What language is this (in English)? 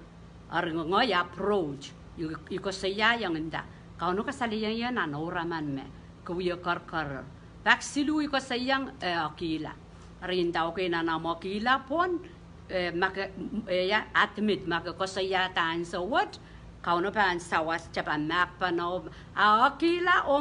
Pohnpeian